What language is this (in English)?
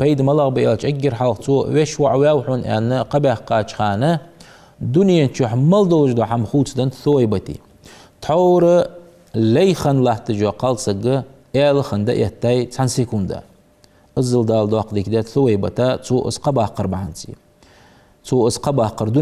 Ingush